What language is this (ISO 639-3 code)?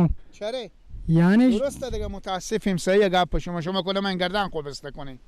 fas